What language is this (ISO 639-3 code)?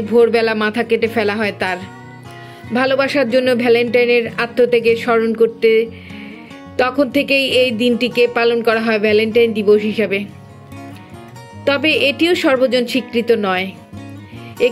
ben